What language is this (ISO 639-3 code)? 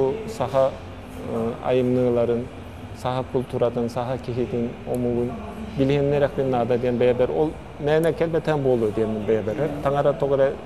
sah